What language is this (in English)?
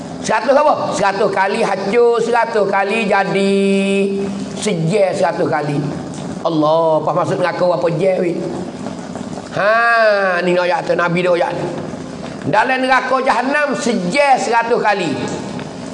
Malay